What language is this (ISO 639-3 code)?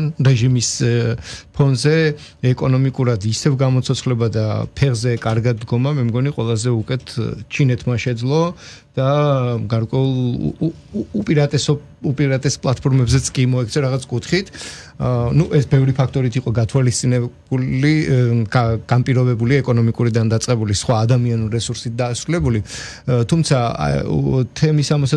kat